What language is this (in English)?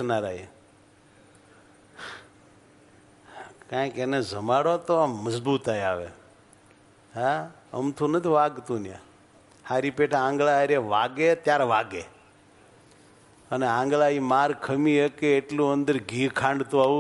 Gujarati